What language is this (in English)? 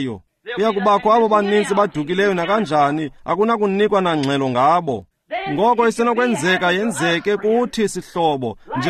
Xhosa